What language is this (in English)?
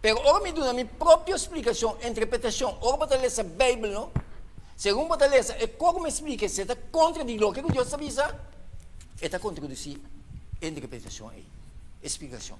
Papiamento